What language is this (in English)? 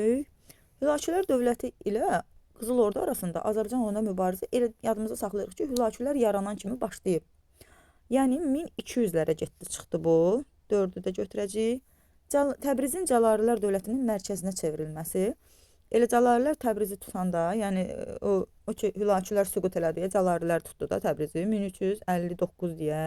Azerbaijani